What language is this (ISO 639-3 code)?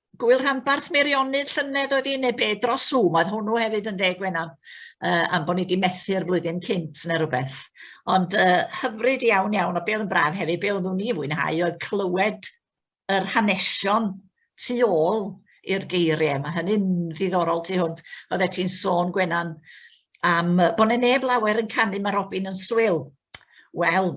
cym